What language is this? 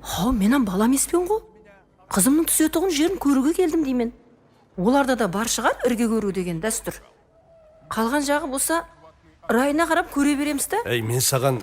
Kara-Kalpak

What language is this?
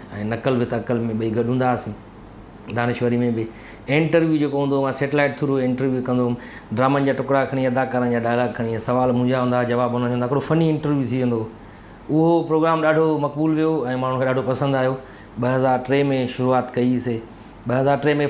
Sindhi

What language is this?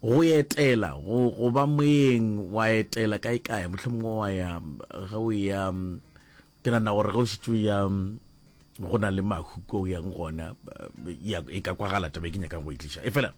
Northern Sotho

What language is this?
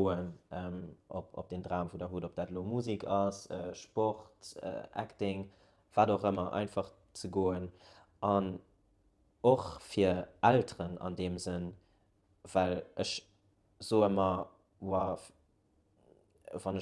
Luxembourgish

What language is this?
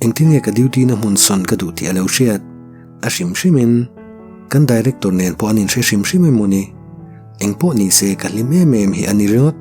Mizo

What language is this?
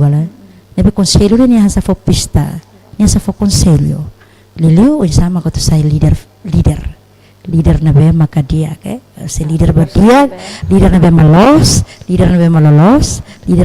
Tetum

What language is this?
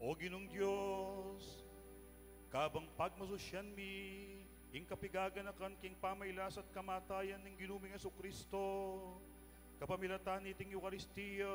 Pampanga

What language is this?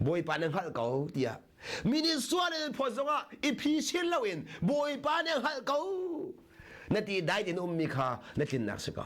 Hakha Chin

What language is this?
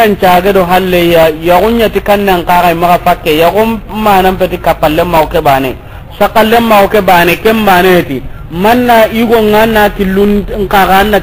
Soninke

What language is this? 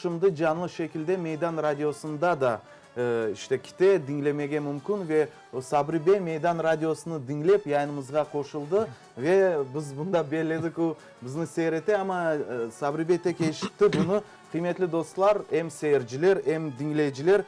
Crimean Tatar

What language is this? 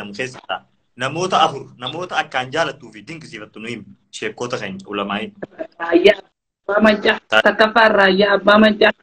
Oromo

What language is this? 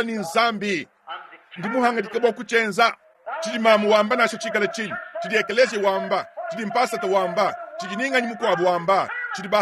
Luba-Lulua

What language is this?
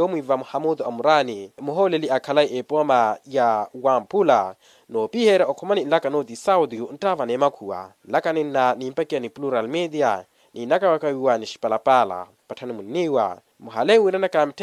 Makhuwa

